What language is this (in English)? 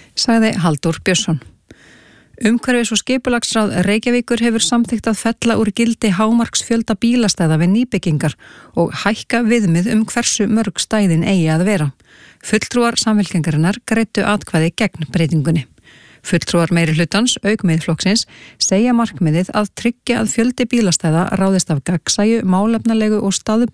Icelandic